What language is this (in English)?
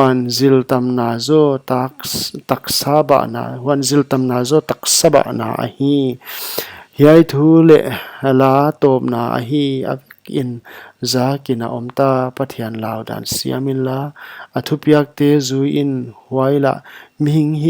Paite Chin